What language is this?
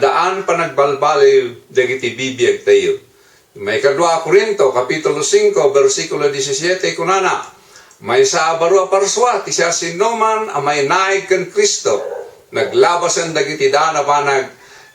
Iloko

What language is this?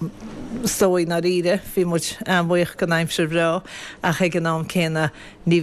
Irish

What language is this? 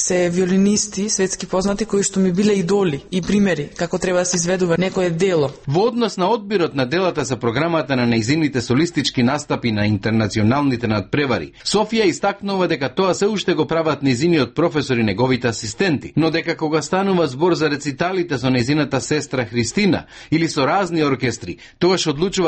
Macedonian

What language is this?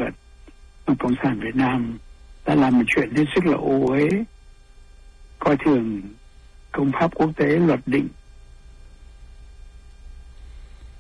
Vietnamese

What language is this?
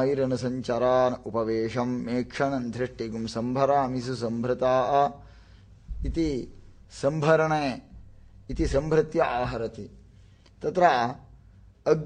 Sanskrit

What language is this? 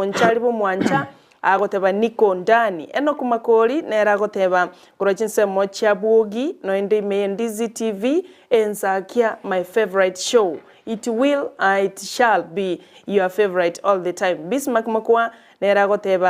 Gusii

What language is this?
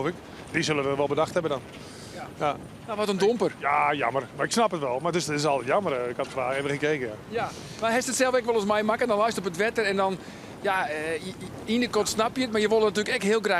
Western Frisian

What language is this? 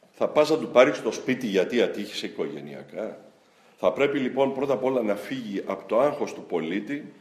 Greek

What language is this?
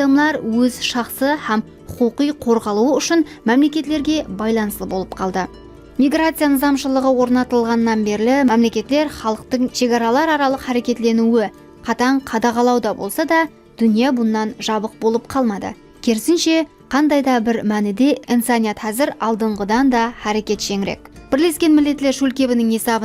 Kara-Kalpak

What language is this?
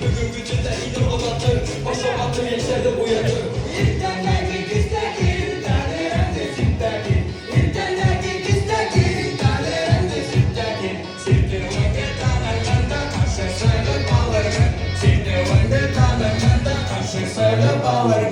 Bashkir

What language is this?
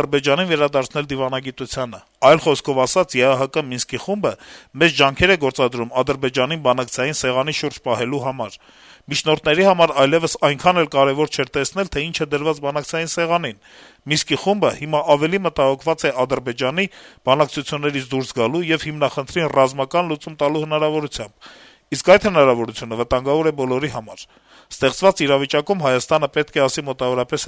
Armenian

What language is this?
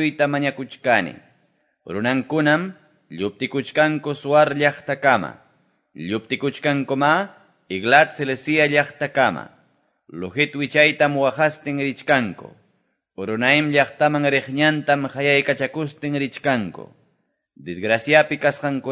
Quechua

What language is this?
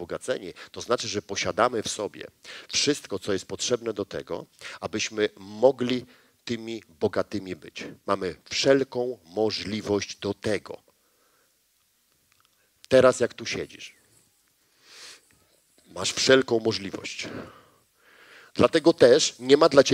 Polish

